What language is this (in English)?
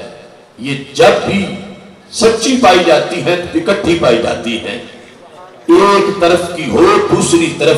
Urdu